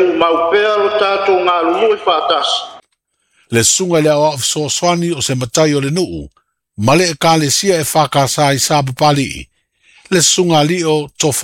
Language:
Samoan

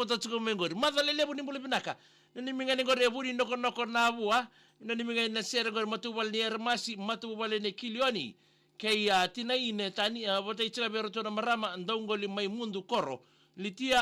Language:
Fijian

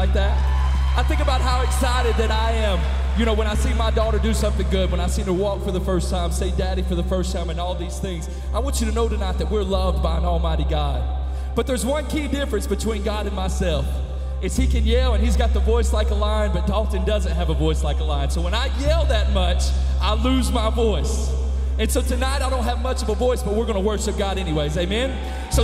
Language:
English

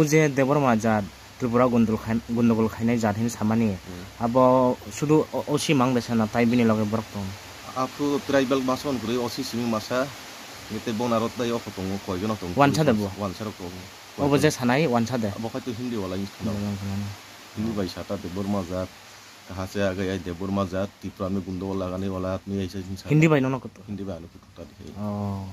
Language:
Riang (India)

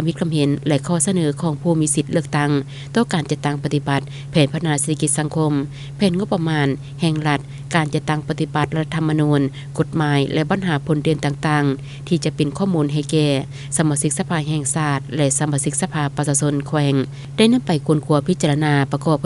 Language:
Lao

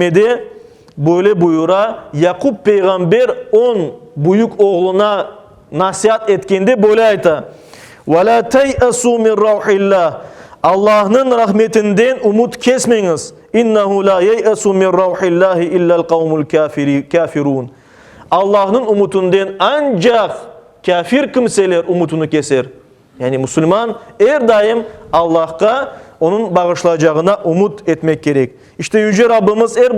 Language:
Crimean Tatar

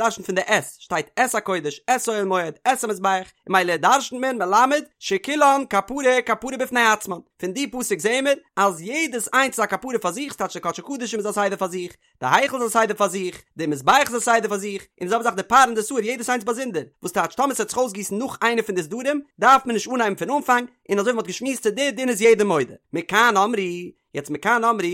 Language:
Yiddish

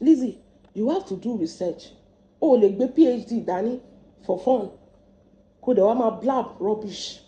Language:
Yoruba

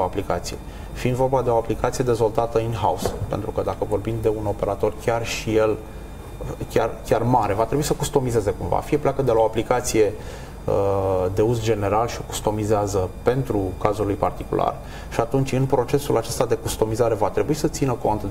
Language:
Romanian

